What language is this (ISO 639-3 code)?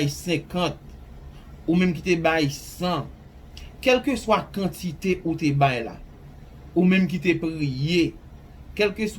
hat